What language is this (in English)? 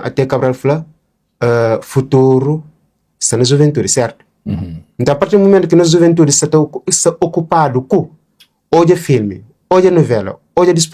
Kabuverdianu